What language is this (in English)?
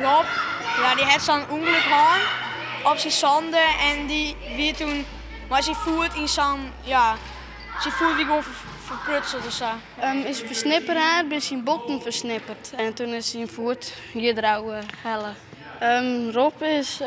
Western Frisian